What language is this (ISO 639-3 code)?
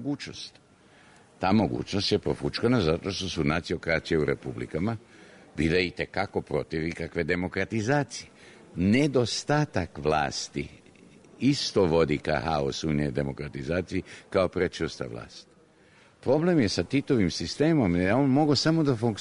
srp